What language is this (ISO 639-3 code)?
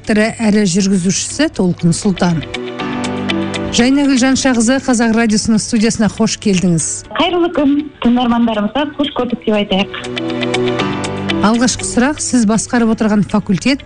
kaz